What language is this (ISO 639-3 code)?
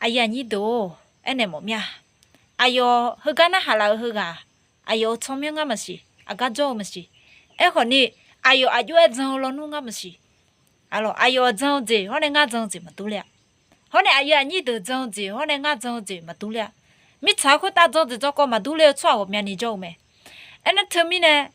ahk